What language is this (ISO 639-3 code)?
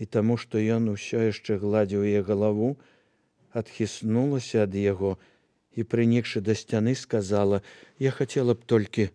bel